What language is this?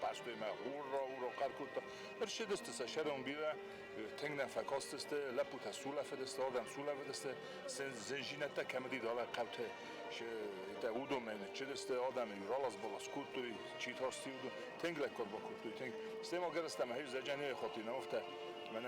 Ossetic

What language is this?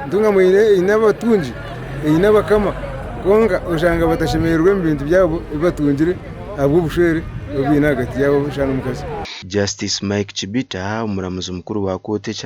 Nyankole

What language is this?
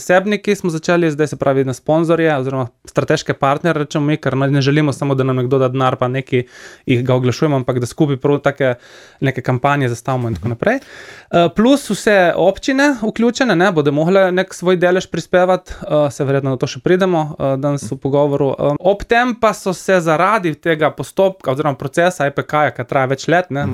Slovenian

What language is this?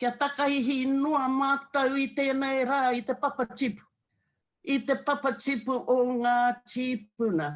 Māori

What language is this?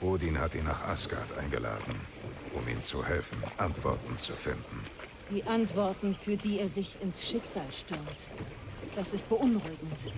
Bavarian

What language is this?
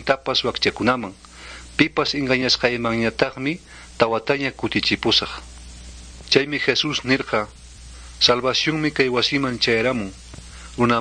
Quechua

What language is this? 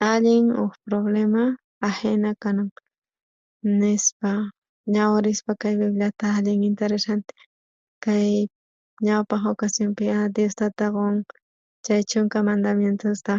South Bolivian Quechua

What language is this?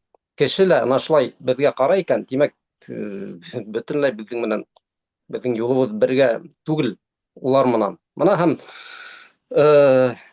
Bashkir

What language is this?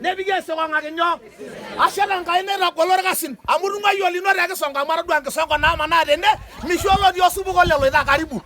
Masai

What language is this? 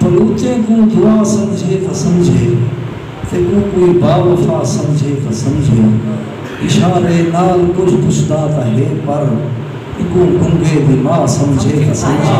Saraiki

